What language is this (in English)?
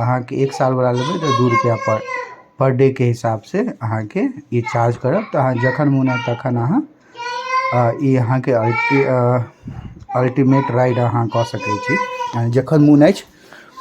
Maithili